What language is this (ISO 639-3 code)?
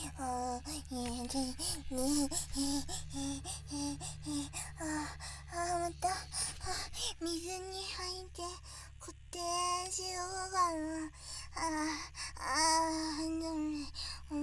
jpn